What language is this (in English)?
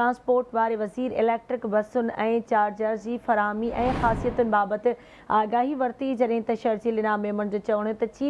Sindhi